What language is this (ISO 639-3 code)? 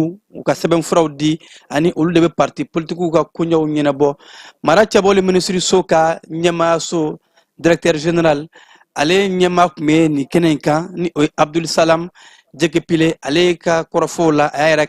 bam